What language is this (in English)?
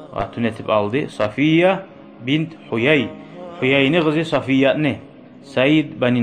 Kumyk